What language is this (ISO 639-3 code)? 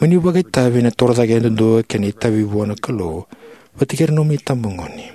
fij